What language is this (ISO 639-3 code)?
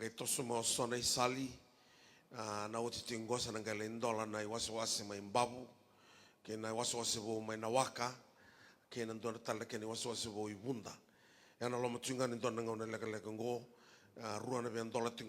fij